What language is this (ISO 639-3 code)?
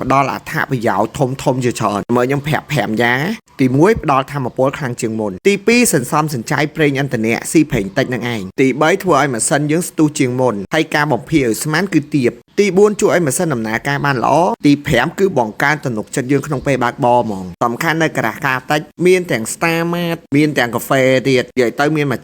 khm